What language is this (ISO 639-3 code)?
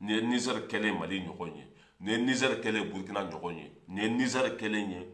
bam